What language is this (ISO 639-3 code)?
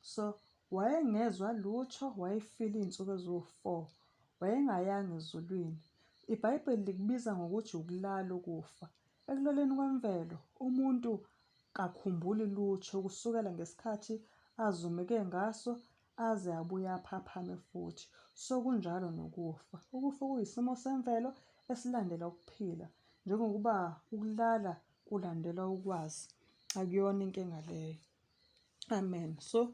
zul